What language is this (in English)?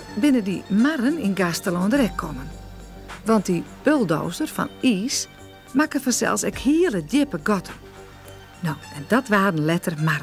Western Frisian